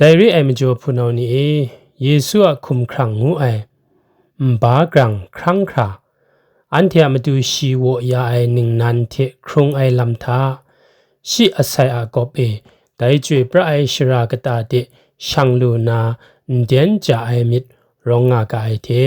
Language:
Kachin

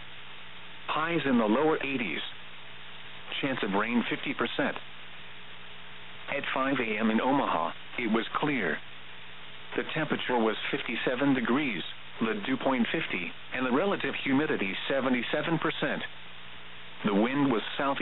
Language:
English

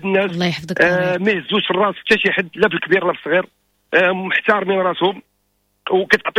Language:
Moroccan Arabic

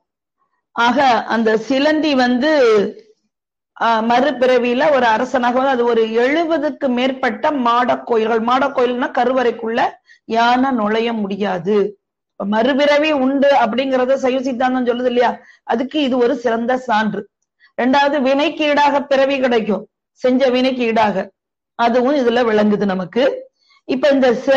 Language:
Tamil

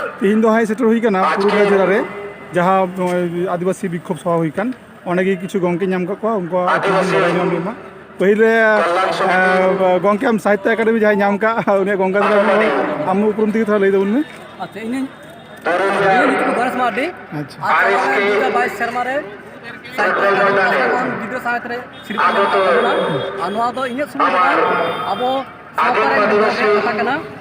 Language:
Santali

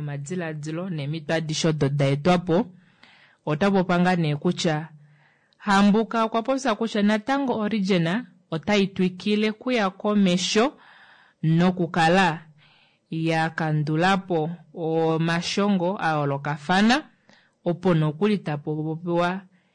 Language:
Kuanyama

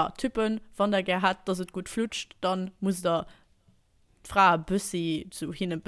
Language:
Luxembourgish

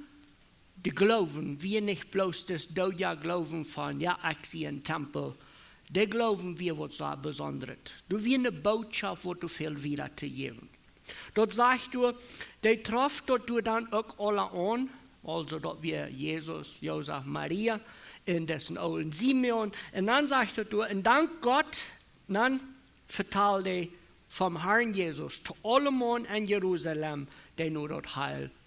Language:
Plautdietsch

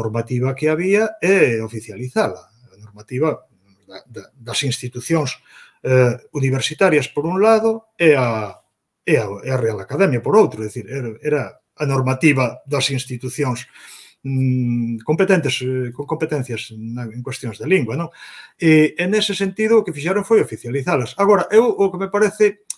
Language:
Galician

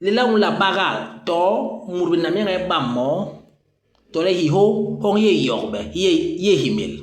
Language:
Basaa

